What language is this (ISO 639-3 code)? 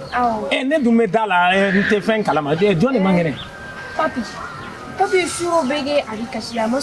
bam